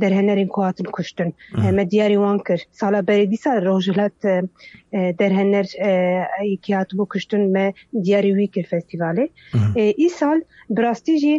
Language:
Kurdish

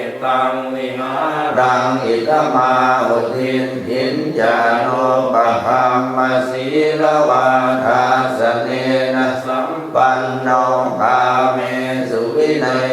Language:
Pali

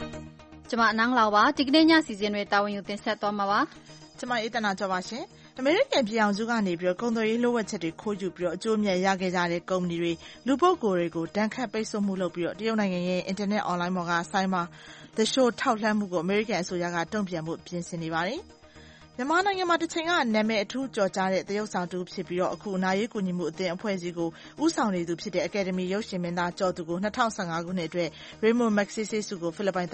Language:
Burmese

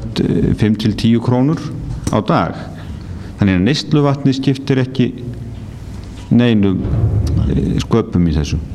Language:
Icelandic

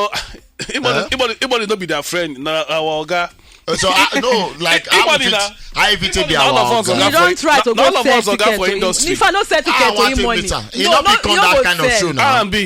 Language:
Nigerian Pidgin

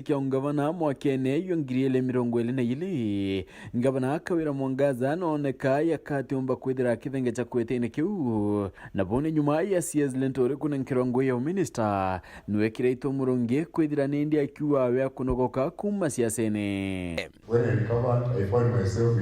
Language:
Meru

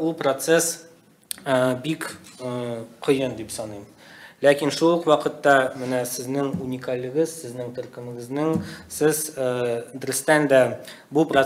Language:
Tatar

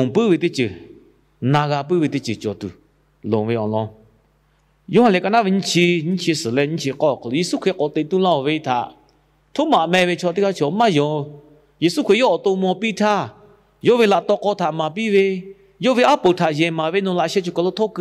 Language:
Lahu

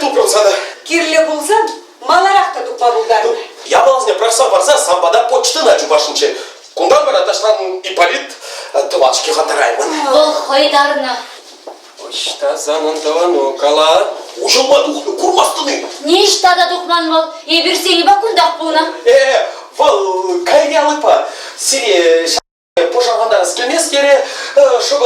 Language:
Chuvash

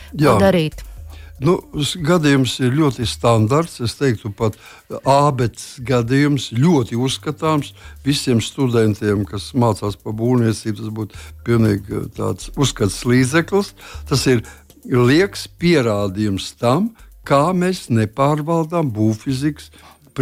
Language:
Latvian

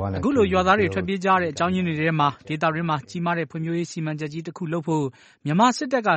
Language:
Burmese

